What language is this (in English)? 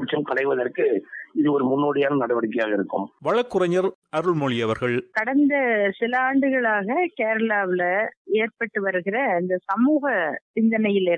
Tamil